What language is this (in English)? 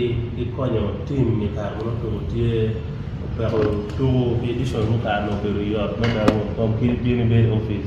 Acoli